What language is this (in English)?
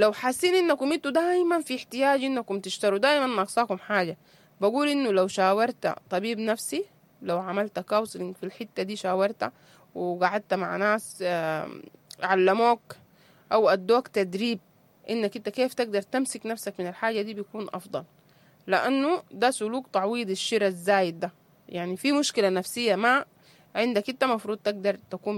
Sudanese Arabic